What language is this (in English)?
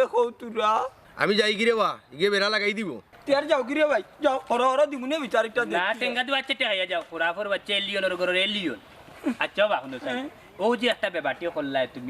Sylheti